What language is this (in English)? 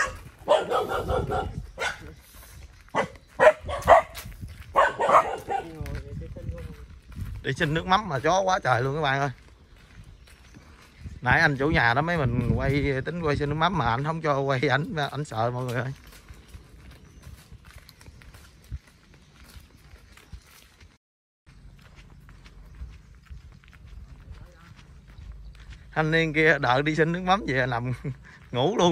Vietnamese